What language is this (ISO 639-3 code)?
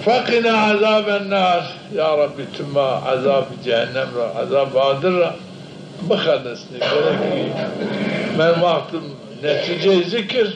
zza